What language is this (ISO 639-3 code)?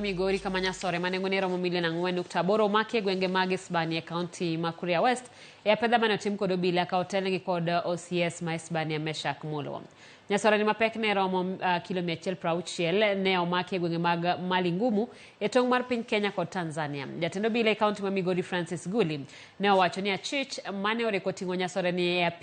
luo